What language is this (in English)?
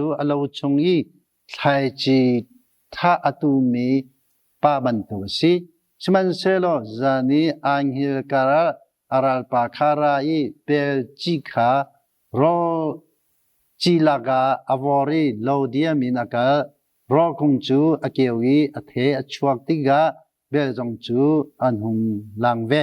Hakha Chin